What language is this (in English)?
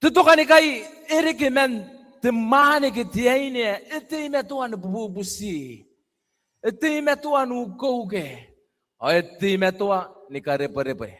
Gilbertese